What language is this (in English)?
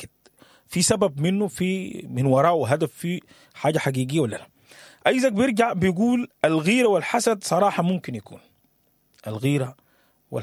Sudanese Arabic